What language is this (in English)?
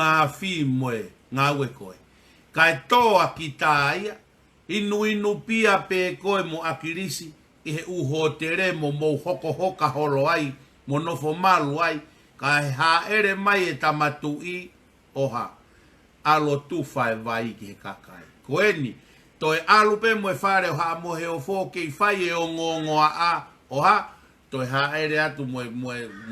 Tongan